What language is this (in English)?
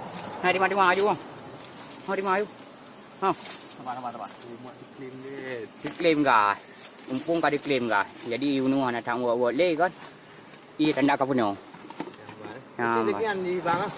Achinese